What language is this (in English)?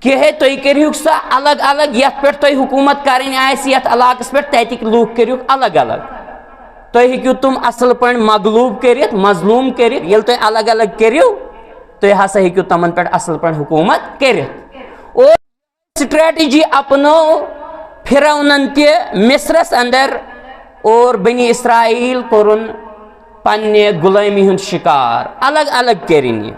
Kashmiri